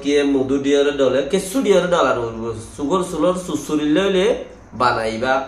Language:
Rohingya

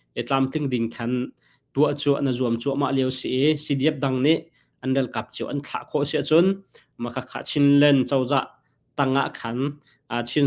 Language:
Hakha Chin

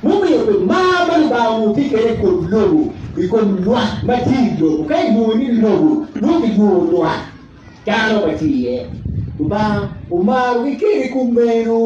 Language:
Acoli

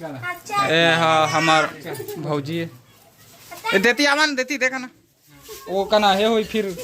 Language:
Chhattisgarhi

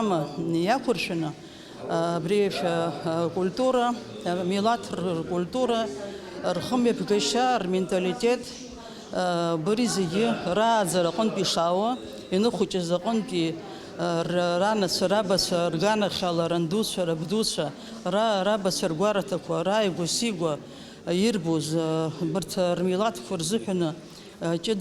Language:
Abkhazian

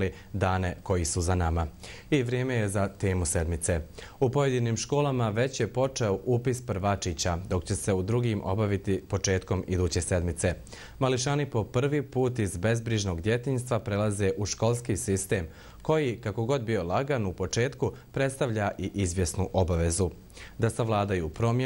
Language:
Bosnian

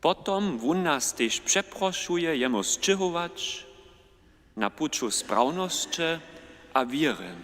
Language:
Upper Sorbian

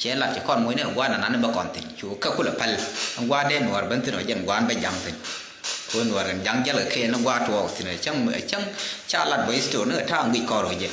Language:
Nuer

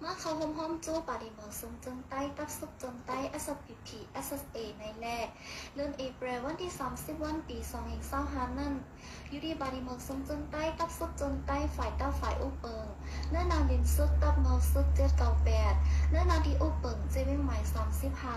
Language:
Shan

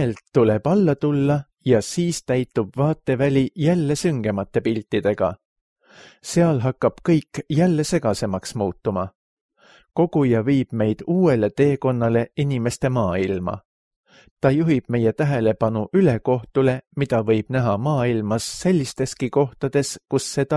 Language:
Estonian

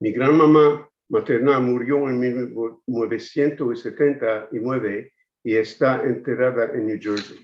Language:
Ladino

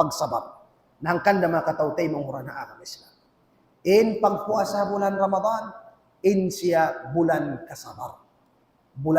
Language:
Tausug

